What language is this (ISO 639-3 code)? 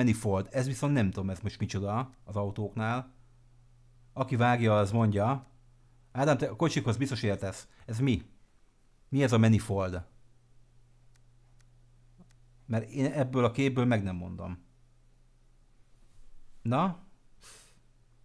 hun